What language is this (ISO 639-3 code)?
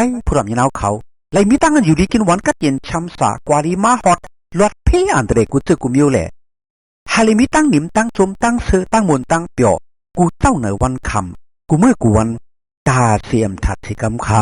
shn